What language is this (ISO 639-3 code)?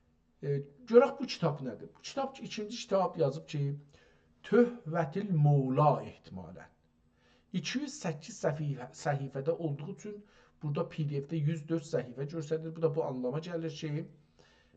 azb